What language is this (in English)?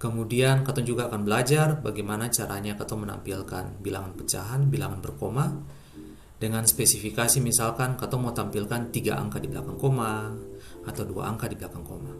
Ambonese Malay